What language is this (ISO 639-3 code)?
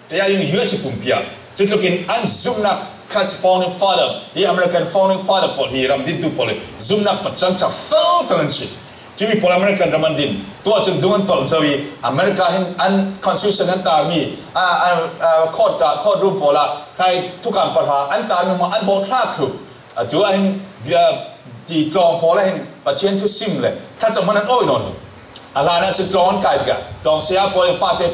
cfm